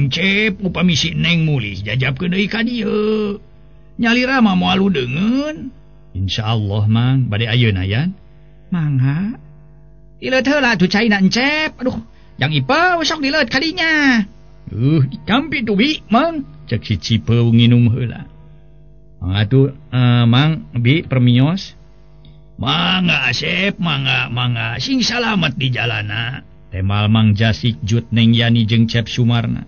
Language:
Sundanese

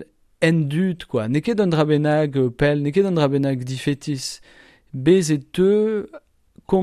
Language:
Breton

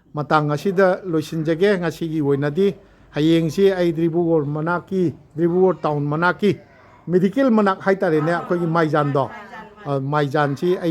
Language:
Manipuri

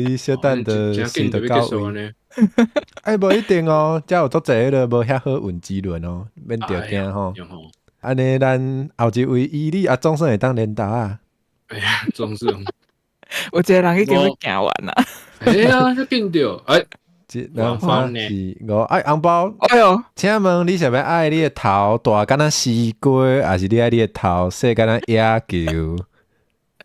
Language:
Min Nan Chinese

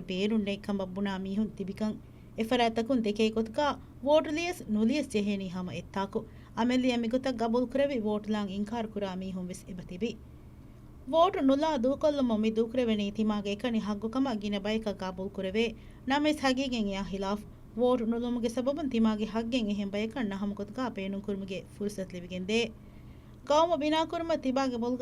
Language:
Divehi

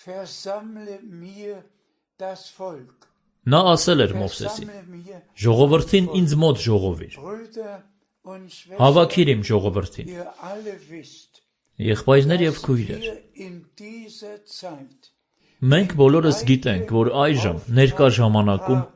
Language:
Armenian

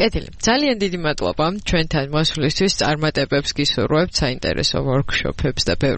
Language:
Georgian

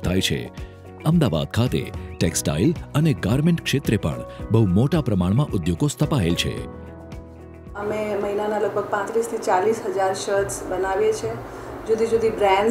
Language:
Gujarati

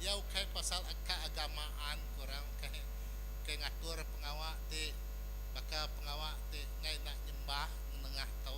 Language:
Iban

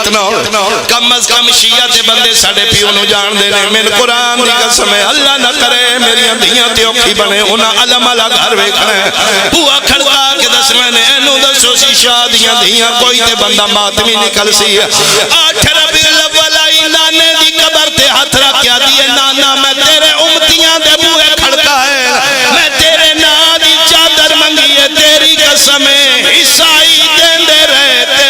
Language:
Pahari-Potwari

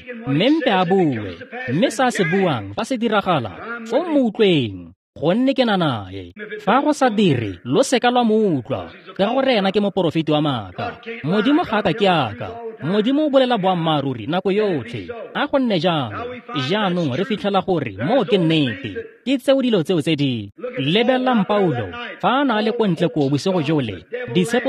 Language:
Tswana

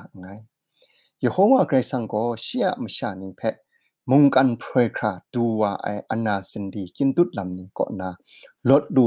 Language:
Kachin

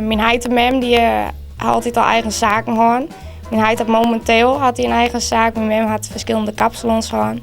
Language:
Western Frisian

